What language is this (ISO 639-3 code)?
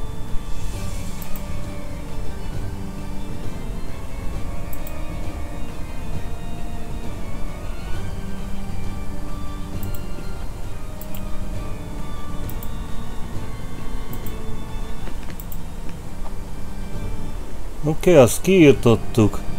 hun